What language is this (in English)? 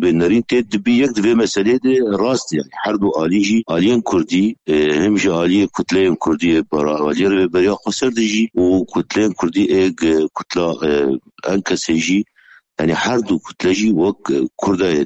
Kurdish